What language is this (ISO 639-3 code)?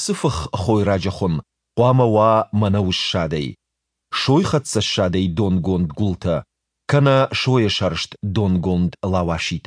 oss